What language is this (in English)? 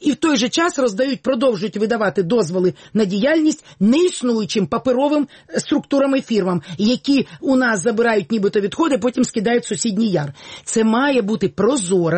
Ukrainian